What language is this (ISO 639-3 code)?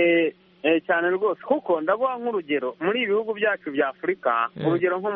kin